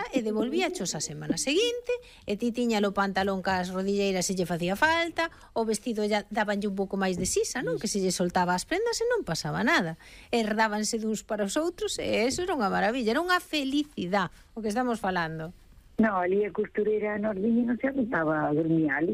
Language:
Galician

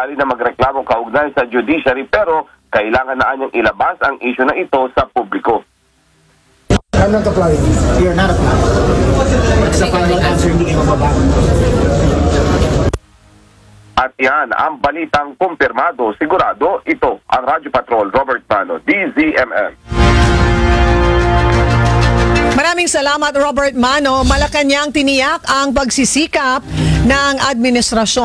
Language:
Filipino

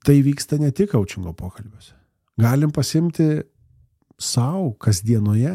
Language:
Lithuanian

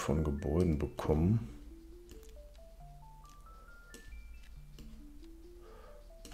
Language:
German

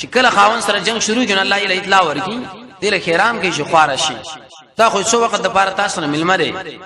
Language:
Pashto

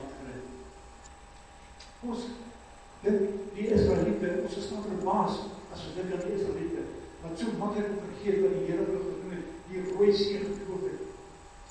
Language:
Afrikaans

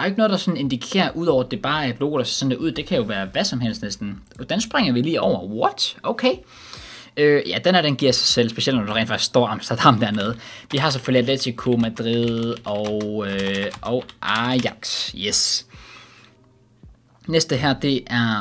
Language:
Danish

